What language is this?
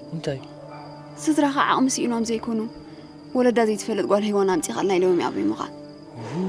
Tigrinya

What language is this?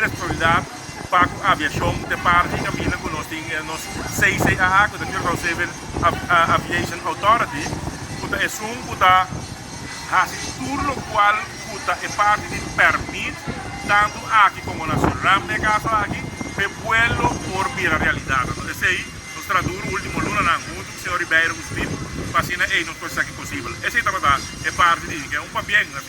Papiamento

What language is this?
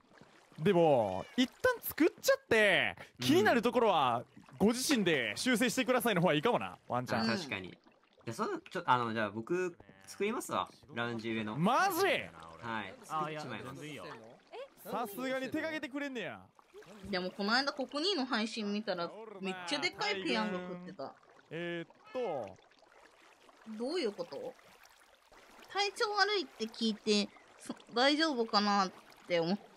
Japanese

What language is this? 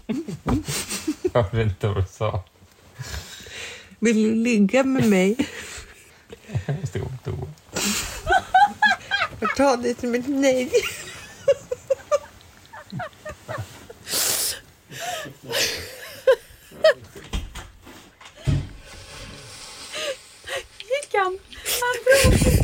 Swedish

